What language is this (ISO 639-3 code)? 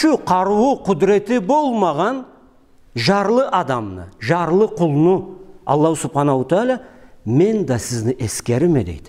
krc